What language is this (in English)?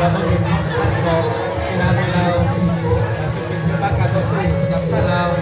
Lao